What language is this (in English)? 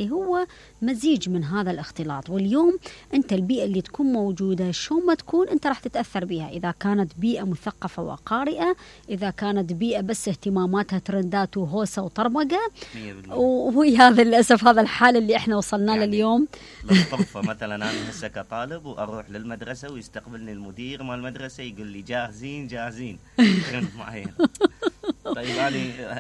Mesopotamian Arabic